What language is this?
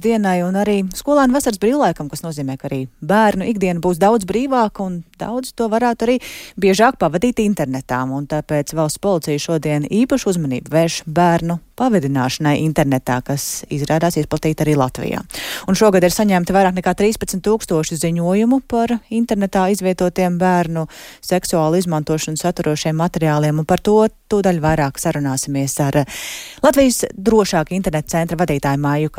Latvian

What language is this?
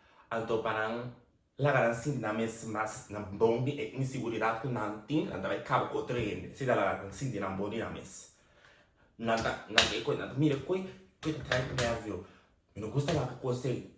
Papiamento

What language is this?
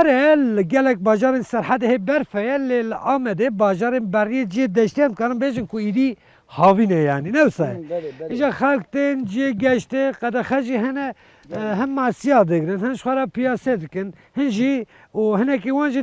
Kurdish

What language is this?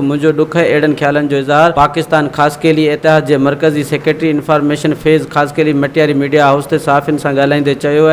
Sindhi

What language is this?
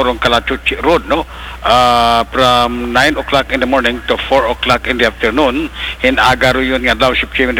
Aklanon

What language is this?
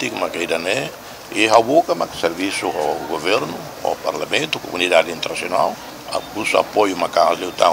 Tetum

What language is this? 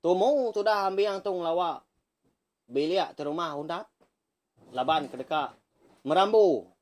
Iban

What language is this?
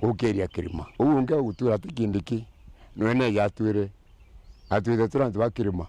Meru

